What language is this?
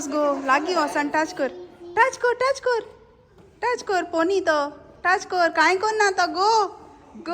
Konkani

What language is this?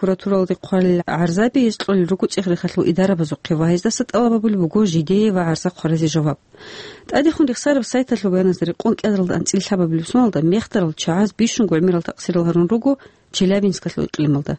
Avaric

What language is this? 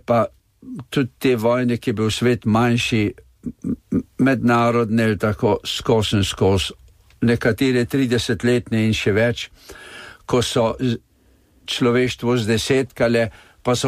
Slovenian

